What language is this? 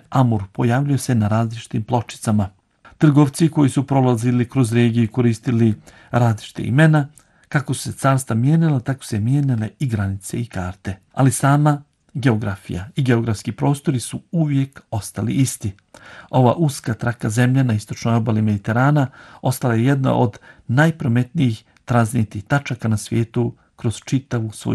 Bosnian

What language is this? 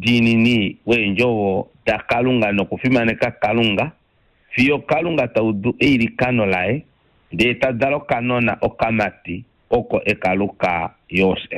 Kuanyama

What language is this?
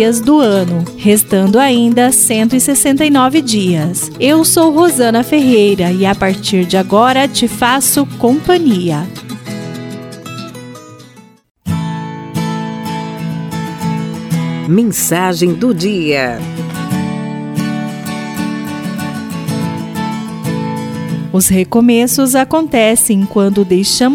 Portuguese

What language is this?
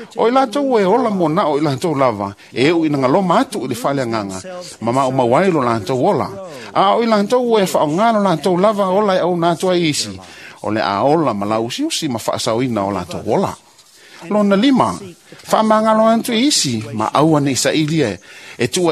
Samoan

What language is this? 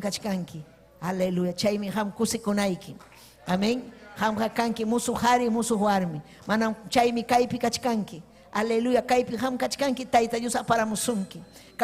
Ayacucho Quechua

